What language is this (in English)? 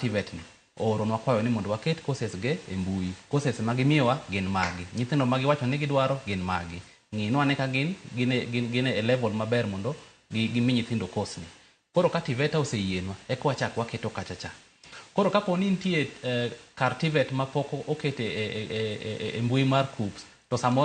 Luo (Kenya and Tanzania)